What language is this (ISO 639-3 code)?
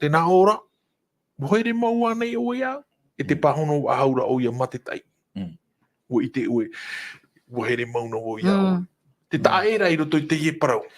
tah